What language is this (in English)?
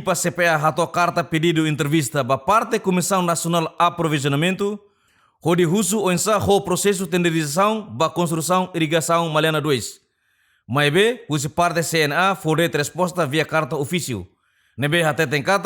Tetum